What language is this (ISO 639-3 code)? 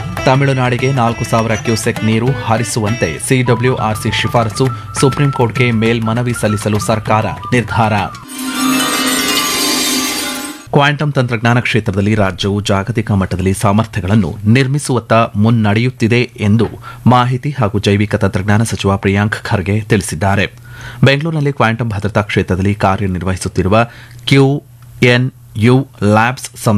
kan